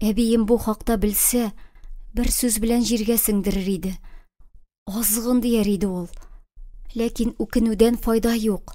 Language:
Tatar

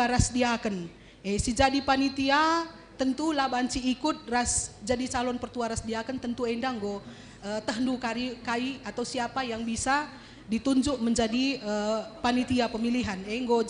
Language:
Batak Karo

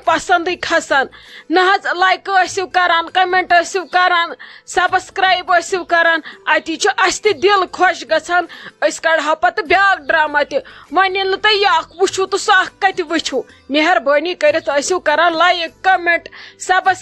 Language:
Kashmiri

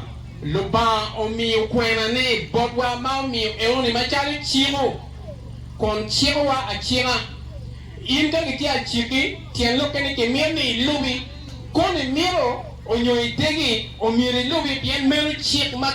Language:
Acoli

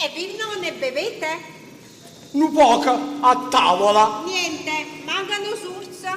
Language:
Neapolitan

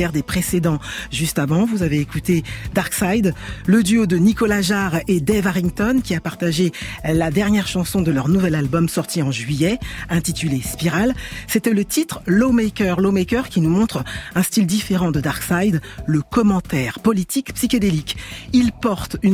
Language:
French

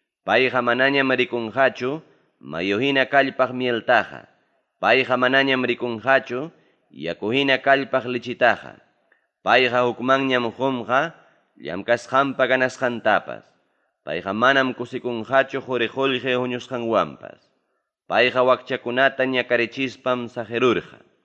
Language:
Ayacucho Quechua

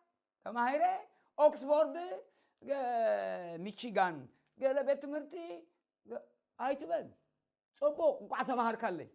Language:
Tigrinya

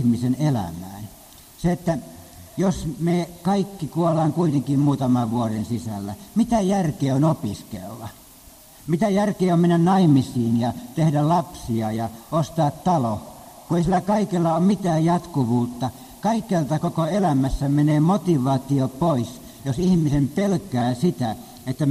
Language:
Finnish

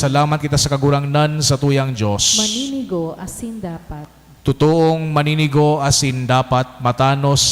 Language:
Bikol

